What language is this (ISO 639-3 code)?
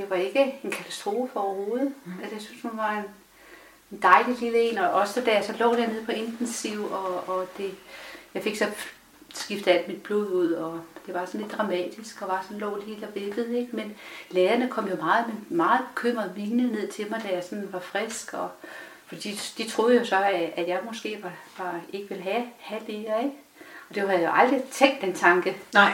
dan